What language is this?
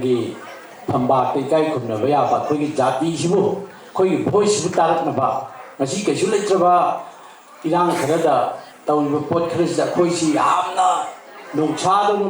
Manipuri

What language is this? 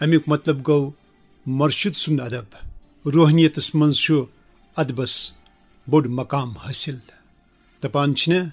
Kashmiri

